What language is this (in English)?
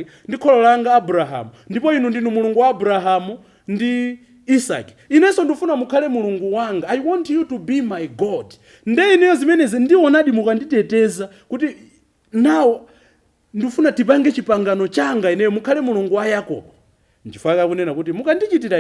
Nyanja